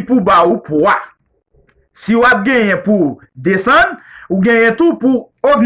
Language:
Haitian Creole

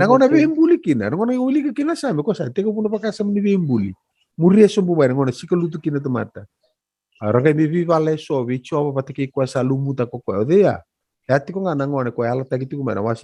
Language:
Fijian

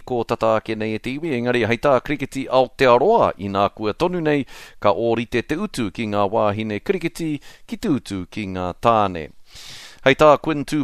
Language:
Māori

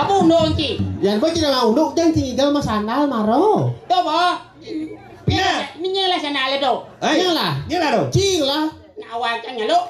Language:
Balinese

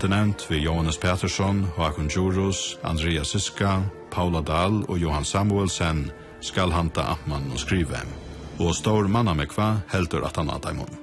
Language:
Faroese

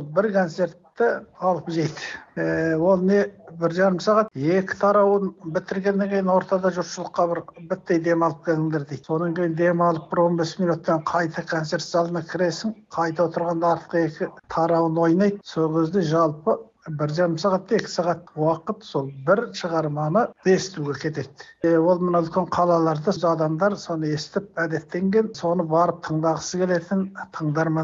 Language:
Kazakh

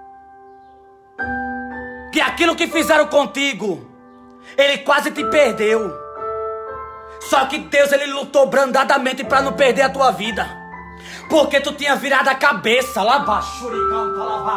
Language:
Portuguese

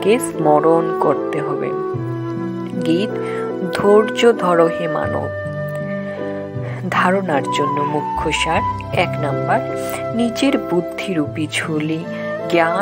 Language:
Bangla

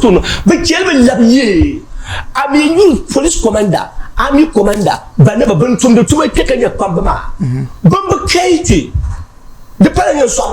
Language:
Dagbani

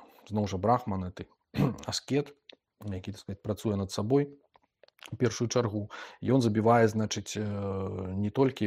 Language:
Belarusian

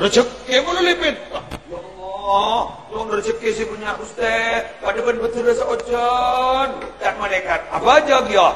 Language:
Madurese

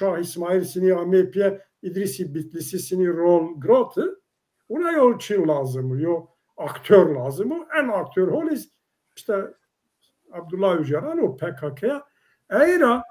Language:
Zaza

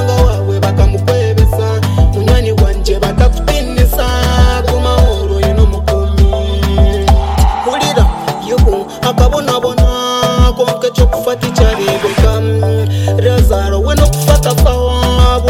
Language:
Kinyarwanda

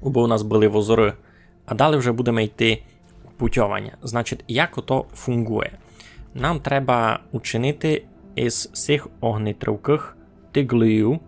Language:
Rusyn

